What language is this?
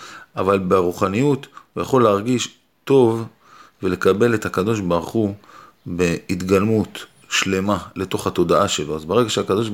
Hebrew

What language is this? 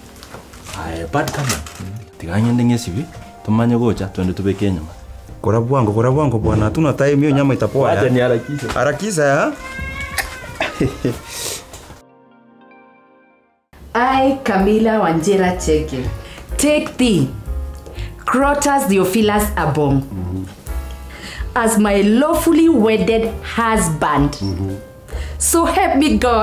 Swahili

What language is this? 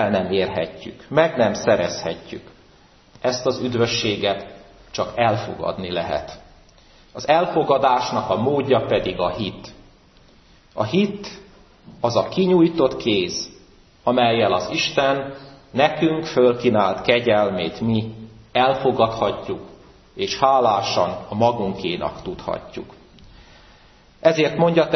Hungarian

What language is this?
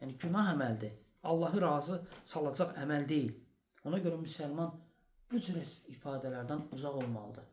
Azerbaijani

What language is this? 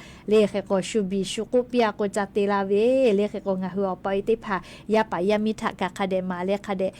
Lahu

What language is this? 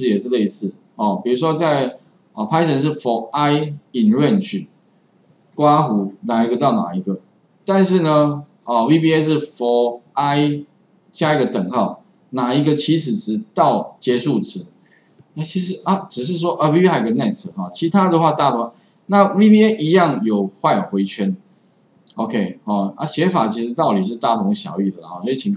Chinese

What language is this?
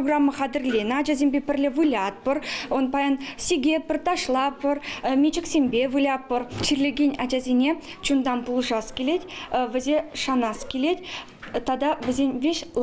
Chuvash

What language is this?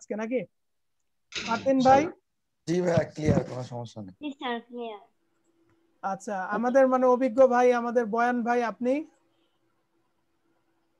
Bangla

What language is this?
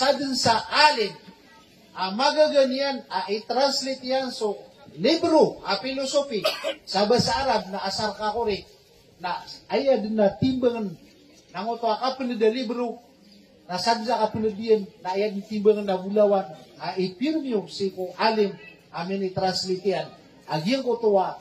Maranao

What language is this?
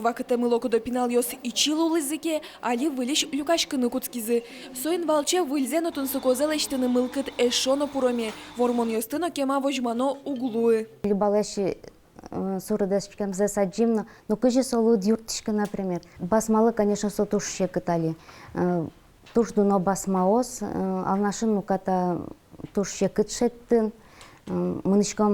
Udmurt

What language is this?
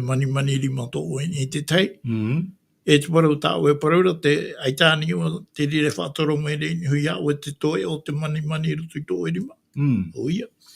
Tahitian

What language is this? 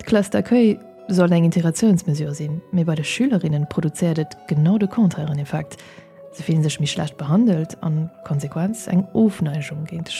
Luxembourgish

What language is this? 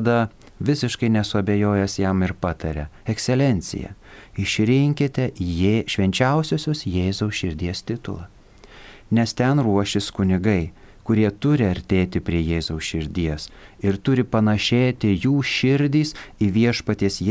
Lithuanian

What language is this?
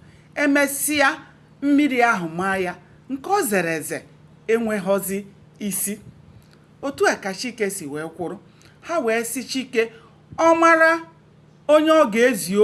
Igbo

